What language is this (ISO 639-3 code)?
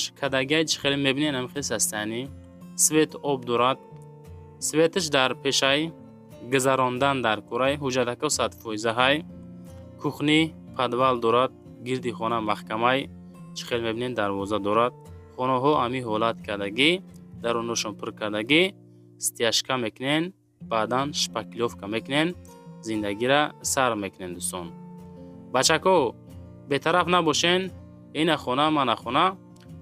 tgk